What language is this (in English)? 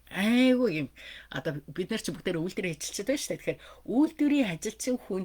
Mongolian